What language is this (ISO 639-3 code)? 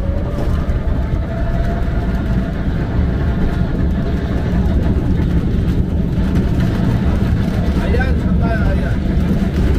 fil